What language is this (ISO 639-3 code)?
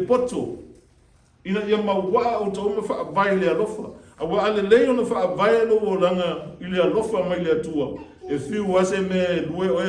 smo